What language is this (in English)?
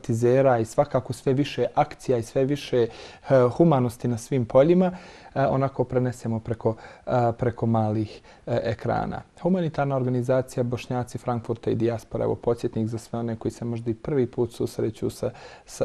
Bosnian